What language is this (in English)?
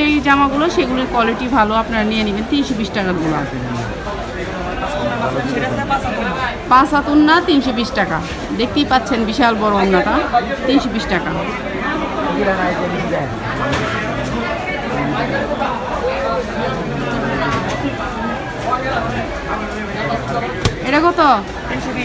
Bangla